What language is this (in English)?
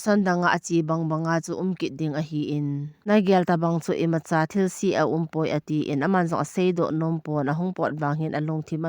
Thado Chin